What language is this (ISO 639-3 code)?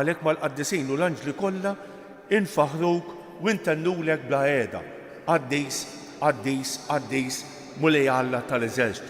mlt